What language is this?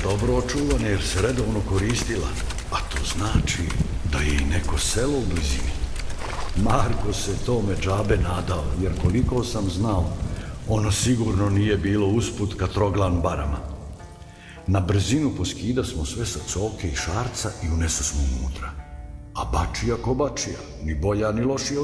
Serbian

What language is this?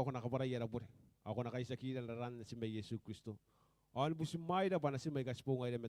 Gilbertese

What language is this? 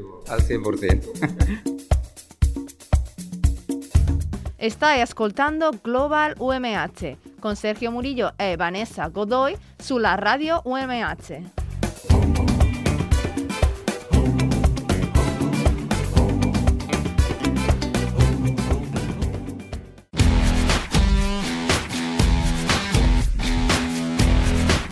Spanish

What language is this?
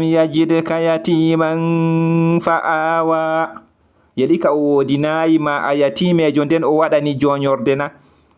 Fula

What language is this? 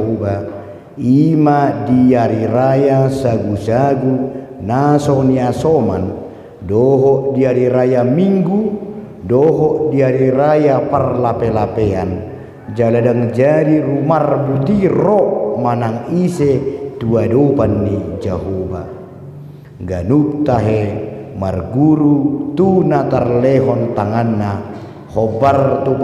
Batak Toba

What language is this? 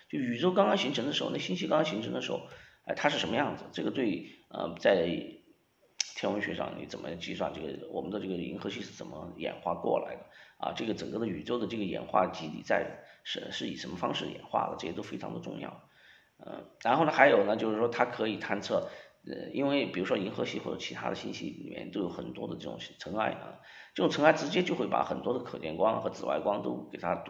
Chinese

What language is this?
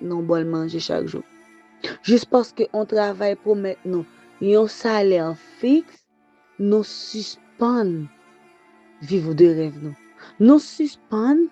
Haitian Creole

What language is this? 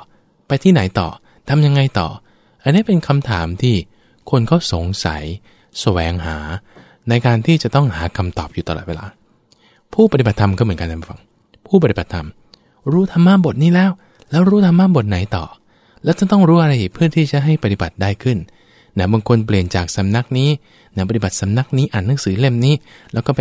Thai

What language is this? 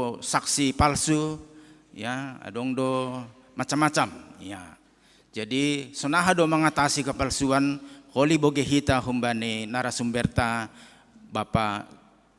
Batak Simalungun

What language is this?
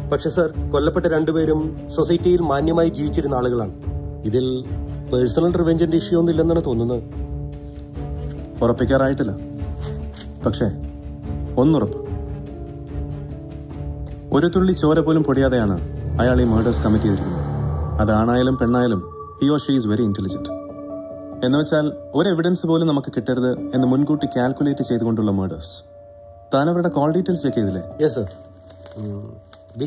Malayalam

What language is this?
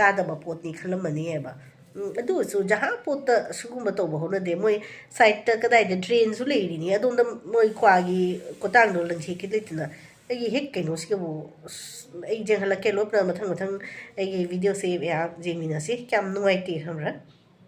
Manipuri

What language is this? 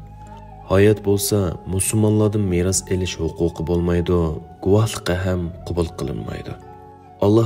Uyghur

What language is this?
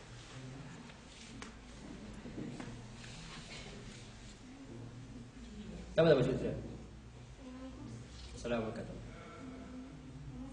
Malay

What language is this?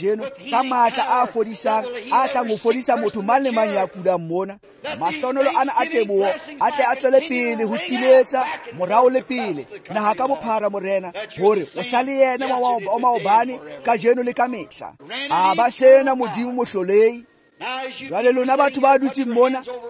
Tswana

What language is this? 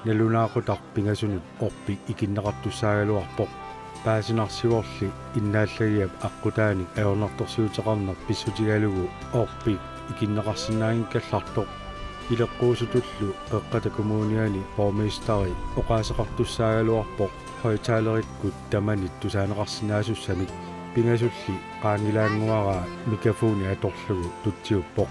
Kalaallisut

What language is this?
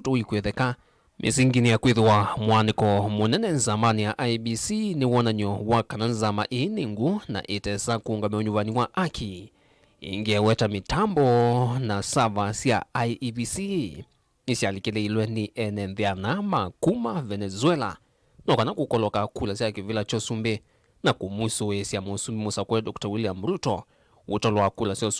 Kamba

